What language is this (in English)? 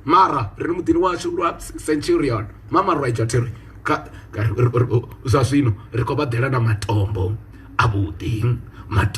Venda